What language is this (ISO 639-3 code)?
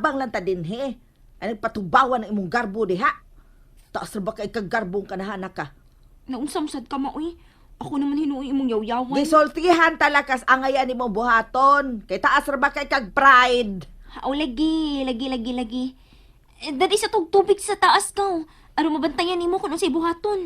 ceb